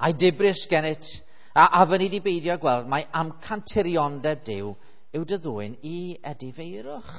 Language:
Welsh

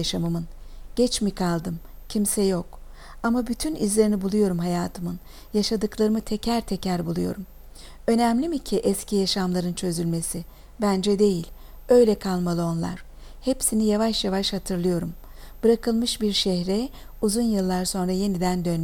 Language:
Turkish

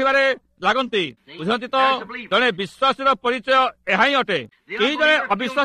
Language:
Odia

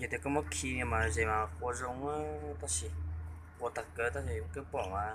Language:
Hmong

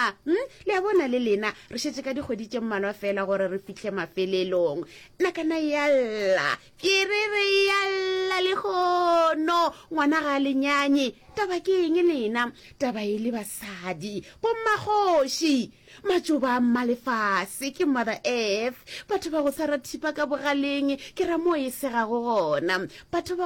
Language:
Northern Sotho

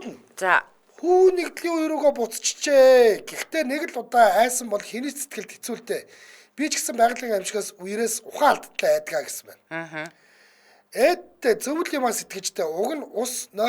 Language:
Mongolian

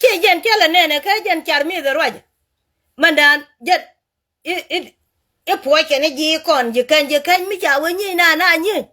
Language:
Nuer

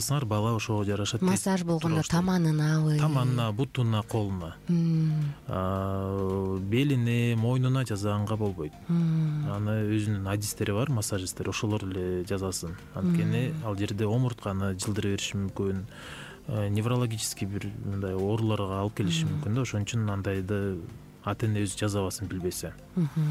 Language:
Kyrgyz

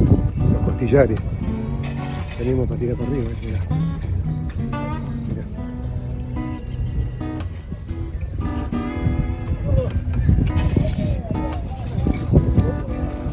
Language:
Spanish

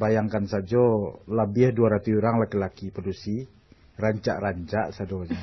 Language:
Minangkabau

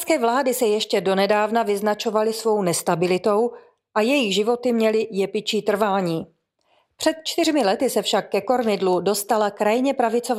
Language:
Czech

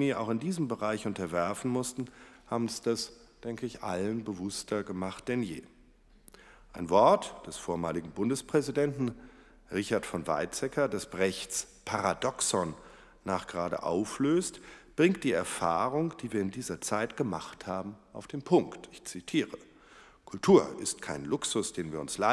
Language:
German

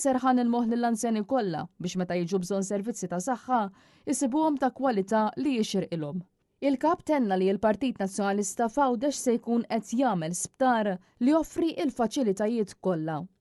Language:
Maltese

